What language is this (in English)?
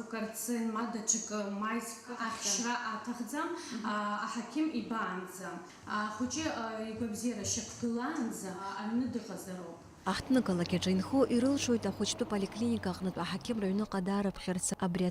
Abkhazian